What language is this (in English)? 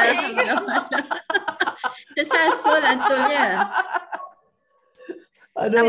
Malay